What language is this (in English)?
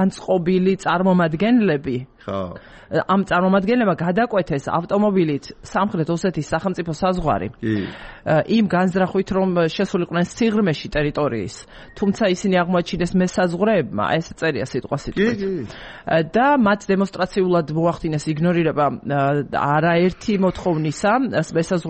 Georgian